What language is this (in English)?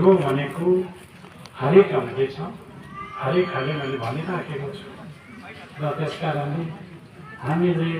Nepali